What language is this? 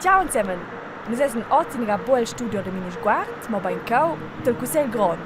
Romansh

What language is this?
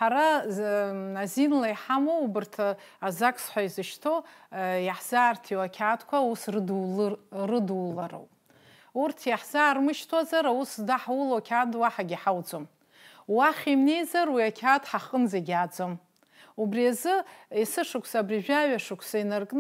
Abkhazian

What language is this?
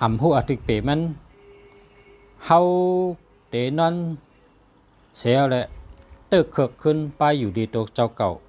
Shan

